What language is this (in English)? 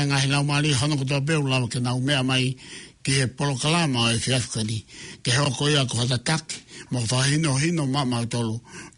Tongan